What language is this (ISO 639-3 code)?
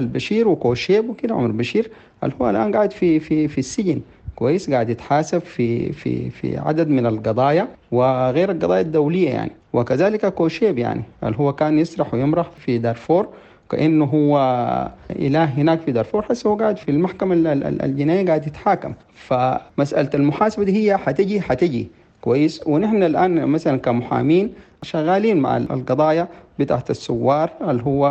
apd